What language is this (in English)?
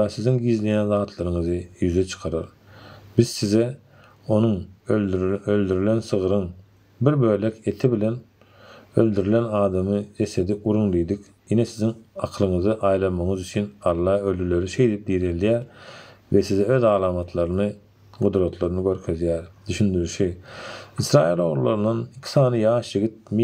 Turkmen